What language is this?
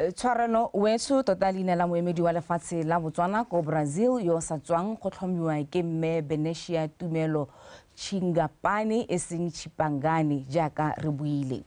Tswana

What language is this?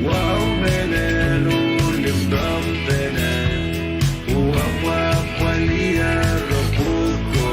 Pohnpeian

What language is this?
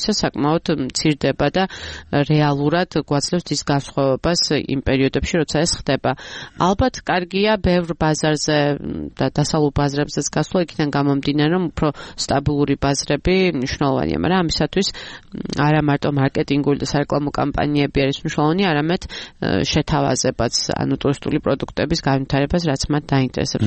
Georgian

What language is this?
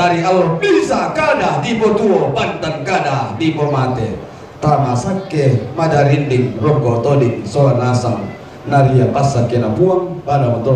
Toraja-Sa'dan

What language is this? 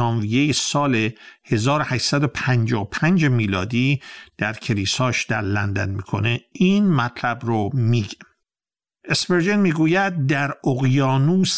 Persian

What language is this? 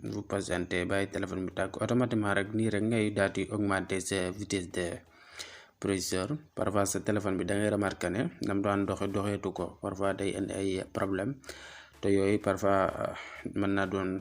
Wolof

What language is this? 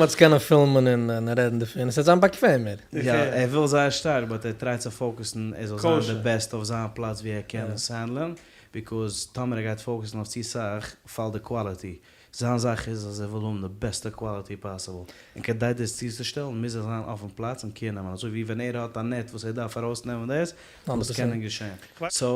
Yiddish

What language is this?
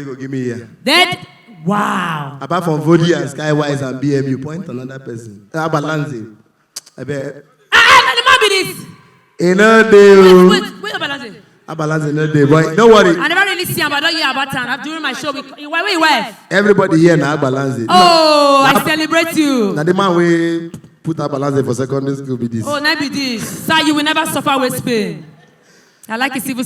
Nigerian Pidgin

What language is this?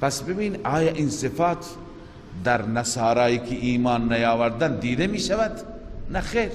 Persian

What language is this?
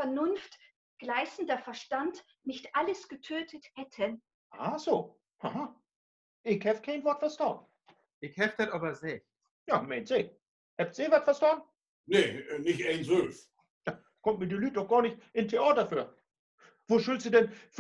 Low German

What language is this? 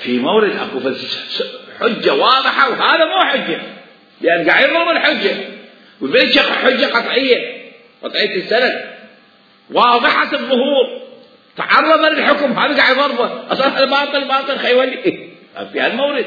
Mesopotamian Arabic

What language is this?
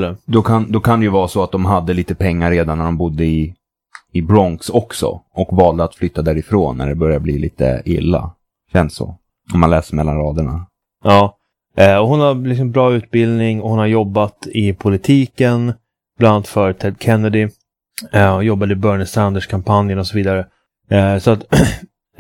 Swedish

